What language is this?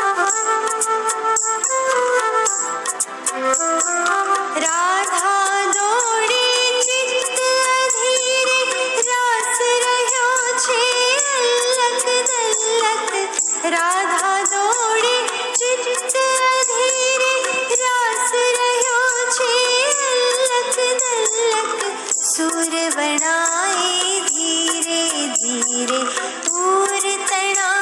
Gujarati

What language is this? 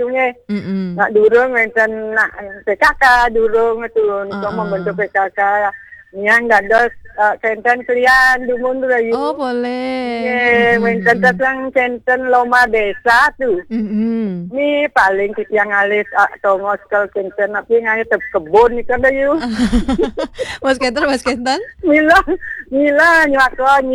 Balinese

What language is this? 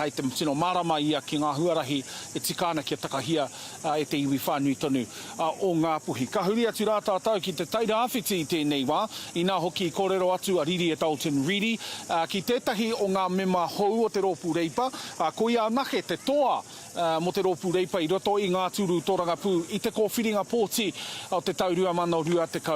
Māori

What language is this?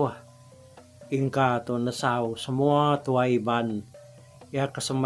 Iban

